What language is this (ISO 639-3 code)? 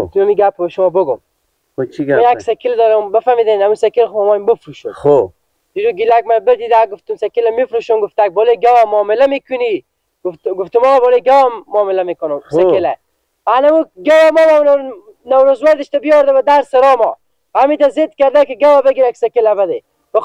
fas